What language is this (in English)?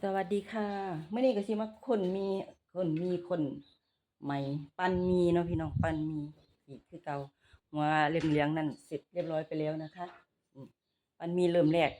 Northeastern Thai